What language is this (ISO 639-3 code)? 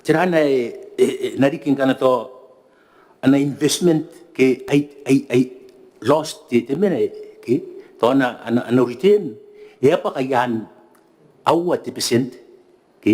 gil